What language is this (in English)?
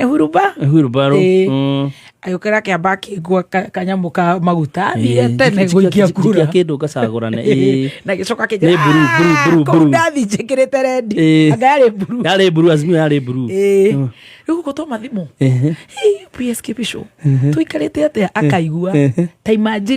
Kikuyu